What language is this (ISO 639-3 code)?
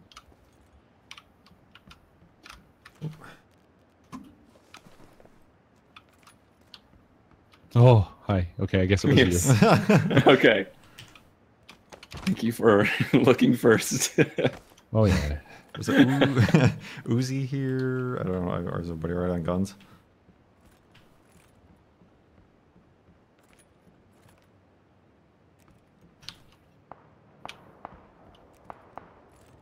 eng